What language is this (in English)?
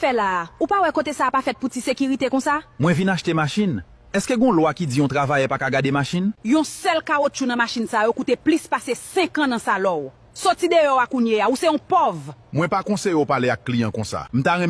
Haitian Creole